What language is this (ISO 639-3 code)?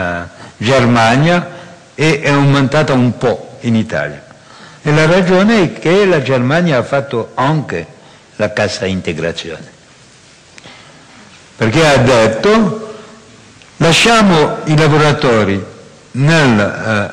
ita